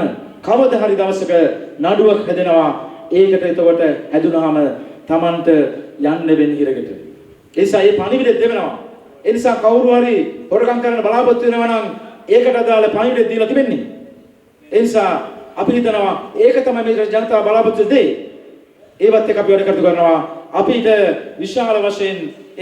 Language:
Sinhala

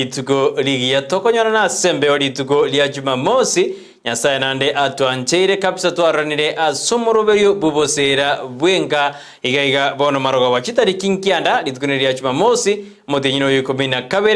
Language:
Gusii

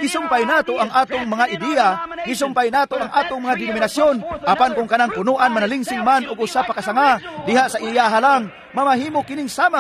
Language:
Cebuano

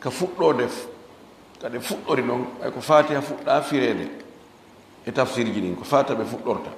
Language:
Fula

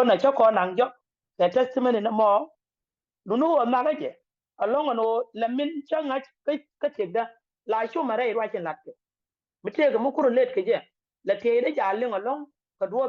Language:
Nuer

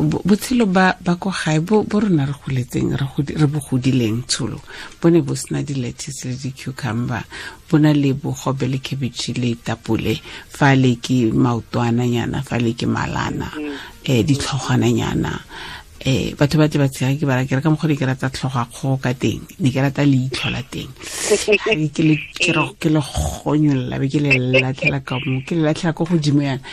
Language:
Tswana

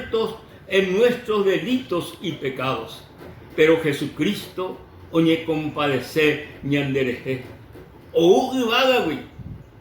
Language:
Guarani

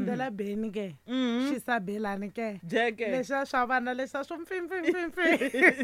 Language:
Tsonga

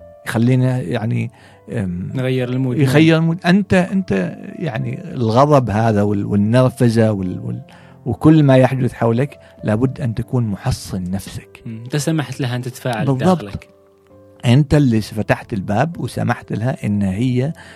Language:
Gulf Arabic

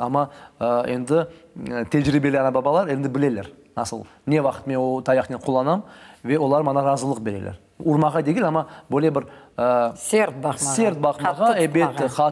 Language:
Crimean Tatar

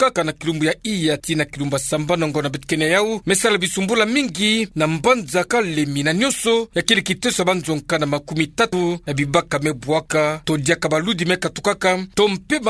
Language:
Kituba (Democratic Republic of Congo)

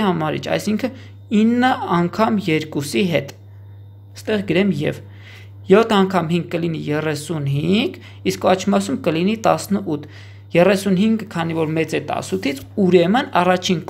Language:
Armenian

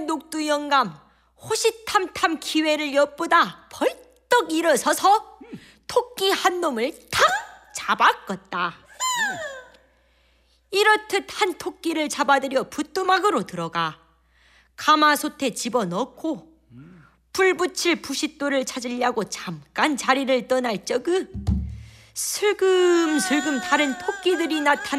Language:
Korean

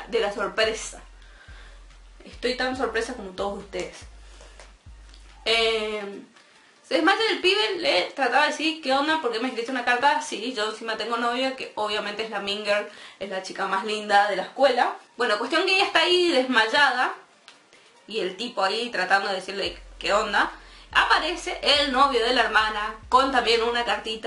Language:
Spanish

